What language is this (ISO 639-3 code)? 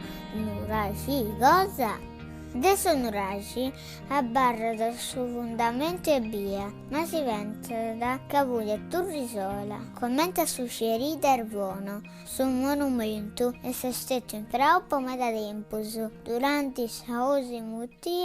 srd